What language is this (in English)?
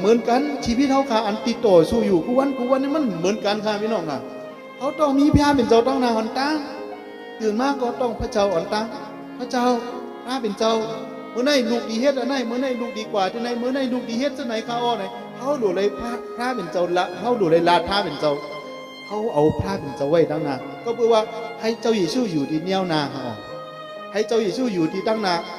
Shan